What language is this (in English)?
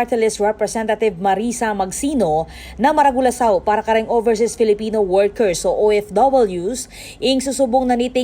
Pampanga